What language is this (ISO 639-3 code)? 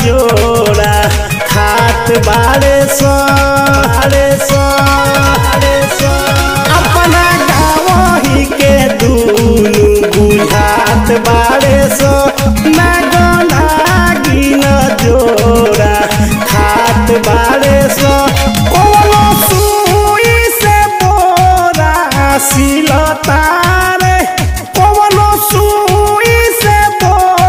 bho